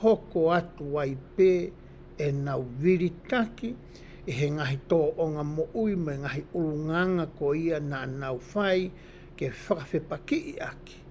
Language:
Tongan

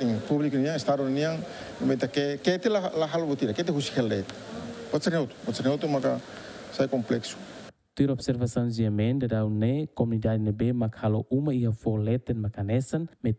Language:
Tetum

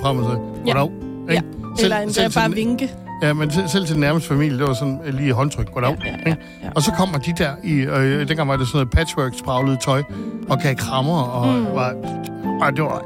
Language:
Danish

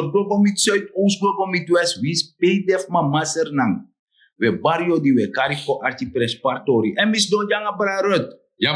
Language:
Sranan Tongo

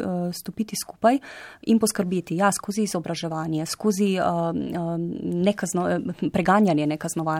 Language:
Slovenian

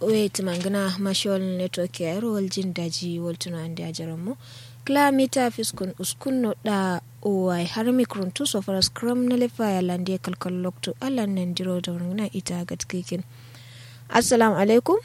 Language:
Kanuri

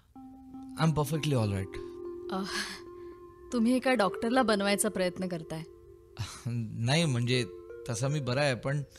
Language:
Marathi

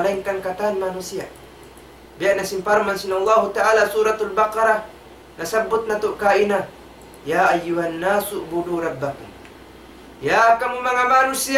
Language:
Tausug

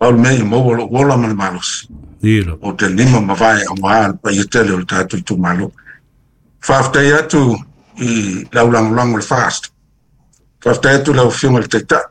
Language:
Samoan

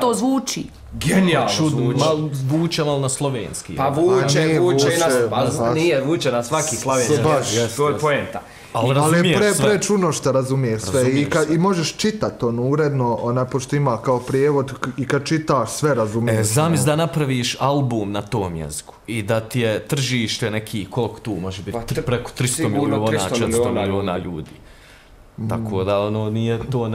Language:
Bosnian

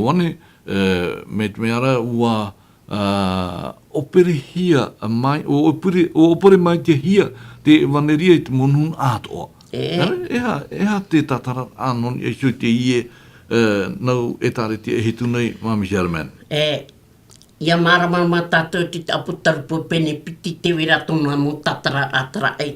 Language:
Tahitian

